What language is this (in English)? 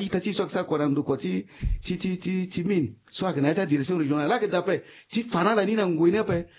Sango